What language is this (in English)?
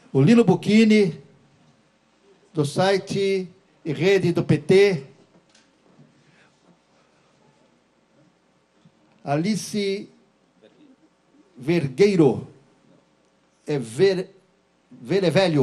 Portuguese